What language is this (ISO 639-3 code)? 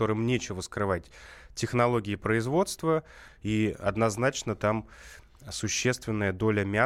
rus